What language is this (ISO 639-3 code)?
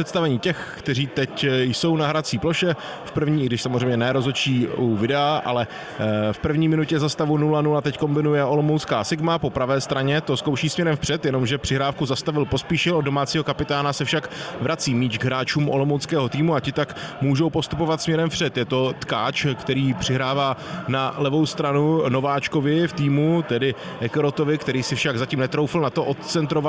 ces